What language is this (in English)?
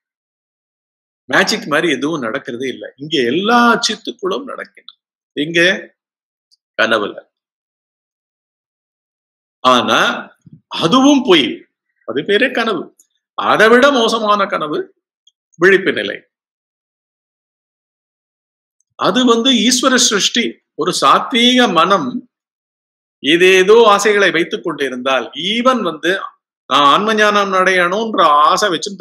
Tamil